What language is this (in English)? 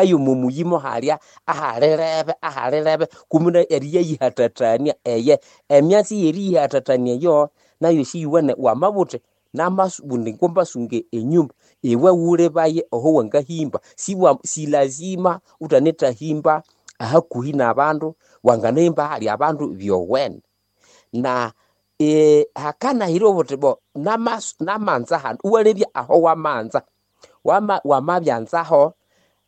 Nande